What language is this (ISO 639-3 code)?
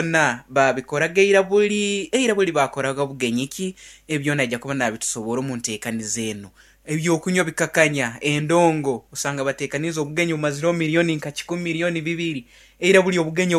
nyn